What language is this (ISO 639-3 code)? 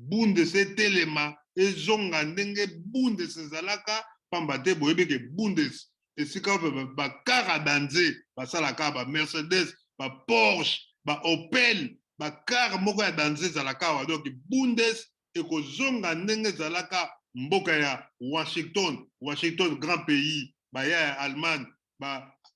lin